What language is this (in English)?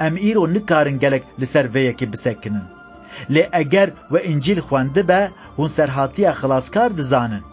Kurdish